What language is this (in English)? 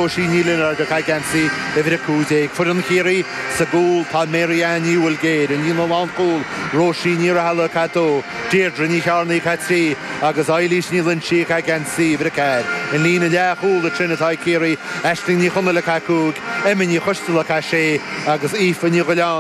Irish